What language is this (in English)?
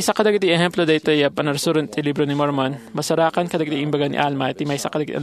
Iloko